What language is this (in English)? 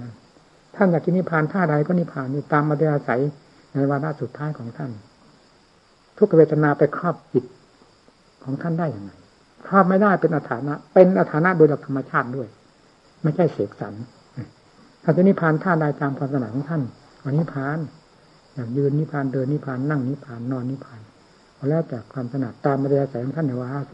Thai